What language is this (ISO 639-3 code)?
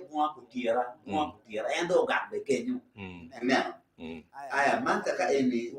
ach